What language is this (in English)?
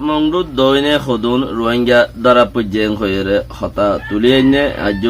Rohingya